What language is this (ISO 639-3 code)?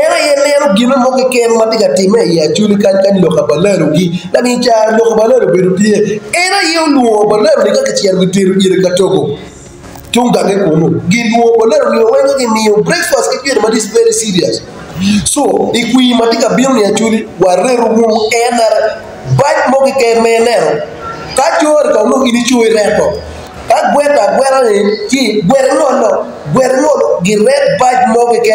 ach